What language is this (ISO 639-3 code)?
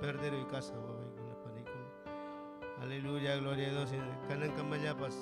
quy